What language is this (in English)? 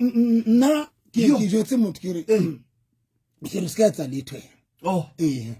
Southern Sotho